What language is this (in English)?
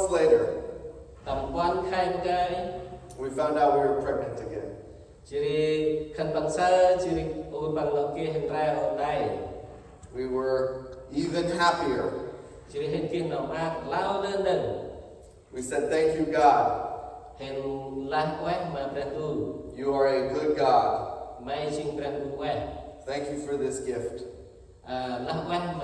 Central Mnong